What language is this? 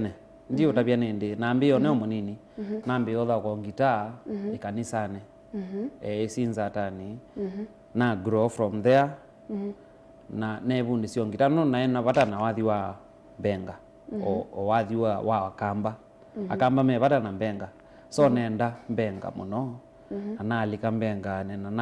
Kamba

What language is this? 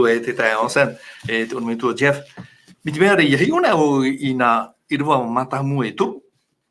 Tahitian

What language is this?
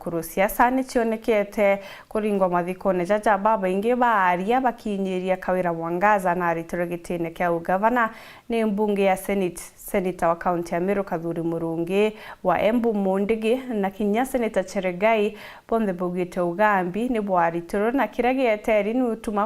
Meru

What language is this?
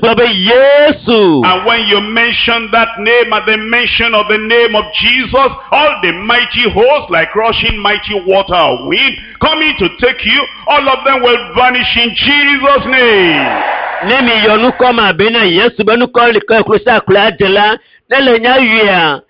Ewe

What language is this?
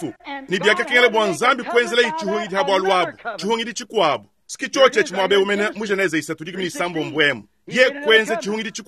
Luba-Lulua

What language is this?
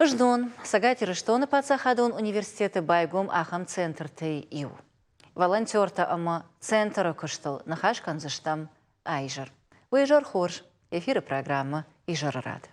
Ossetic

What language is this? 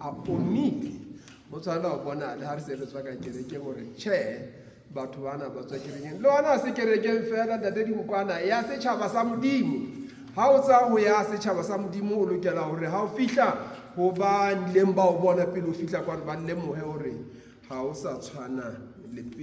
Southern Sotho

